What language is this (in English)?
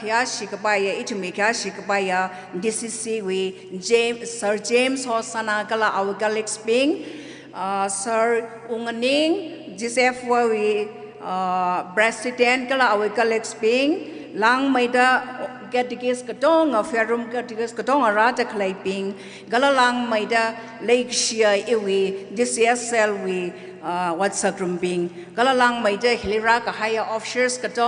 Tangkhul Naga (India)